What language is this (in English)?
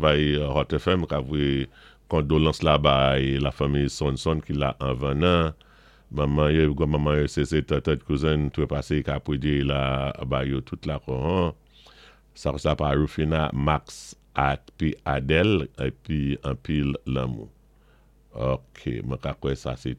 Saint Lucian Creole French